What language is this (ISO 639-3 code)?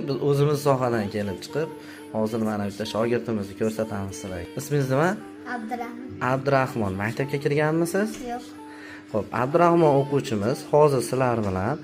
uzb